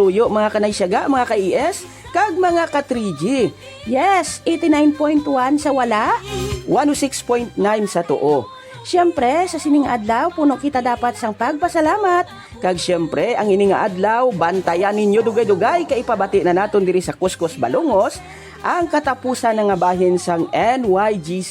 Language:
Hiligaynon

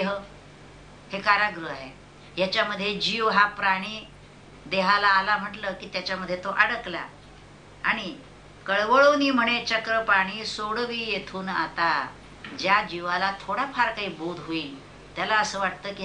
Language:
Marathi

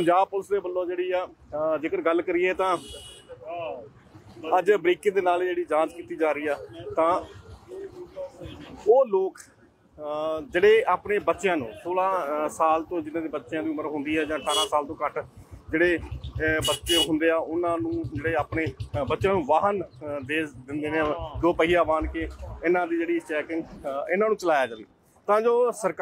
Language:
Punjabi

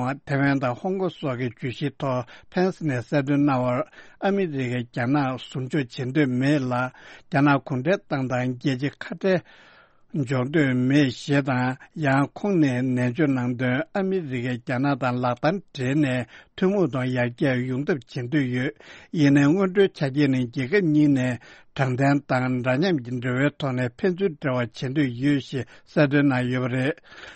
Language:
Tibetan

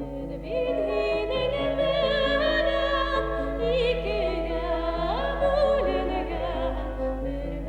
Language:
Bashkir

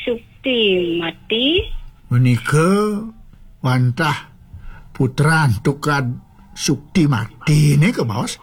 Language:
Balinese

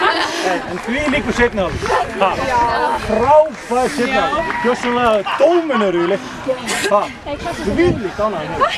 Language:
Icelandic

